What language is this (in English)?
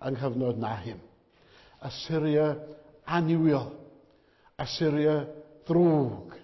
Welsh